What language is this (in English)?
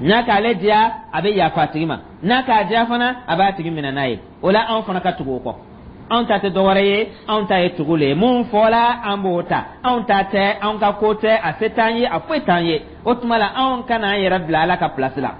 Dyula